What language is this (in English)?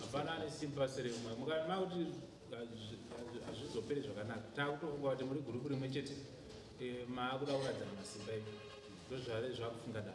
Shona